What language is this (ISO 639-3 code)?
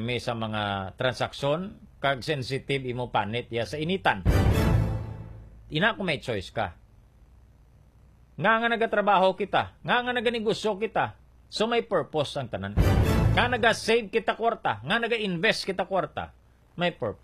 hil